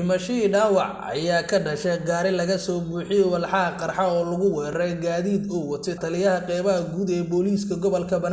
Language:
Somali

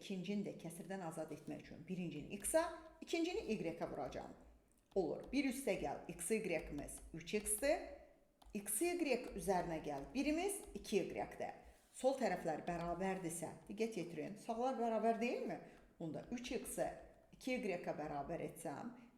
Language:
Azerbaijani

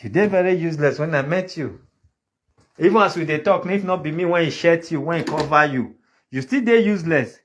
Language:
Nigerian Pidgin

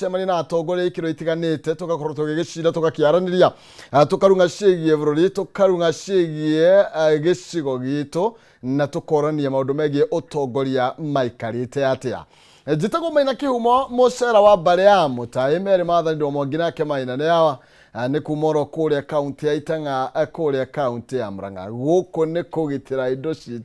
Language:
Kikuyu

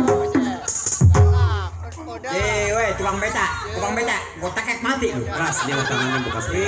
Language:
Betawi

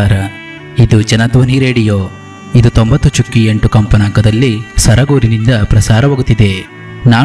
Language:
Kannada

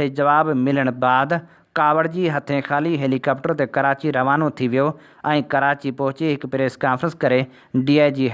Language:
Sindhi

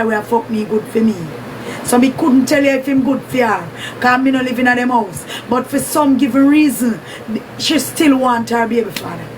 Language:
Jamaican Creole English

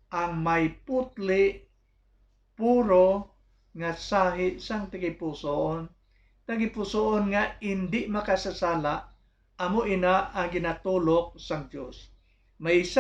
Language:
Hiligaynon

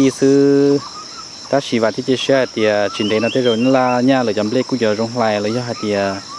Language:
Hmong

